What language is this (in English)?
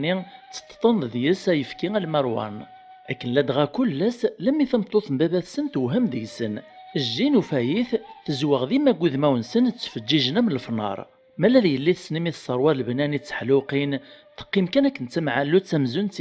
Kabyle